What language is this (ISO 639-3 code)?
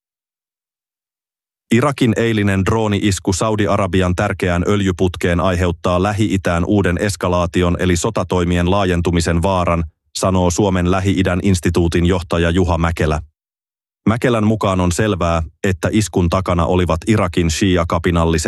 fin